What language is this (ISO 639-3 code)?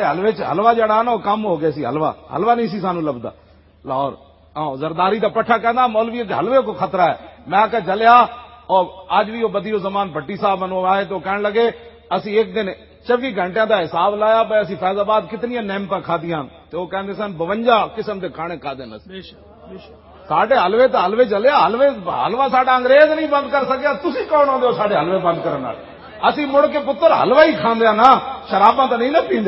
lah